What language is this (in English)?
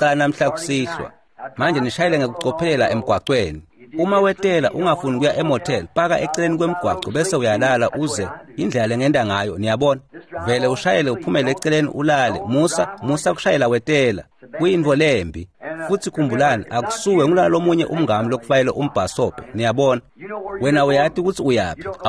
Swati